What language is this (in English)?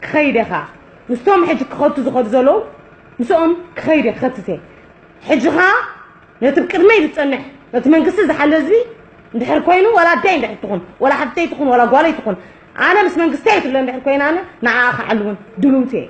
Tigrinya